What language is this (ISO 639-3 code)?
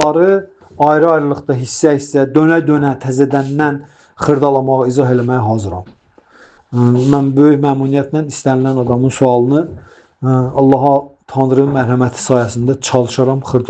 aze